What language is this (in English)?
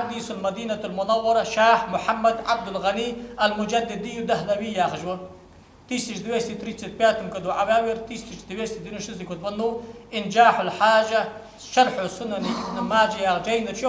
Ingush